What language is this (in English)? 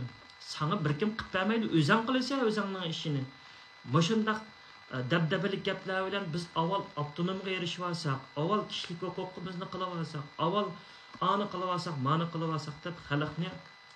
Uyghur